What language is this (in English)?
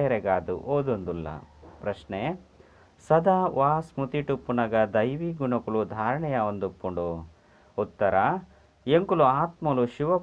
Tulu